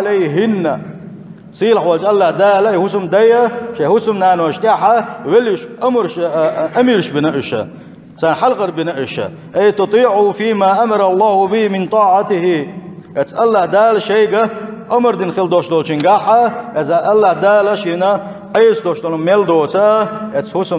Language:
Chechen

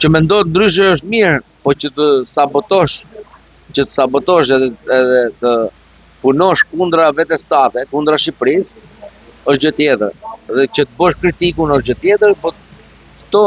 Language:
Albanian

